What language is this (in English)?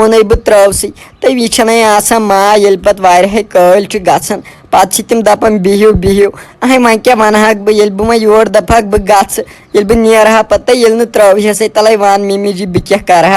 Kashmiri